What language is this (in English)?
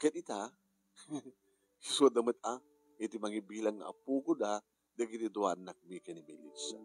Iloko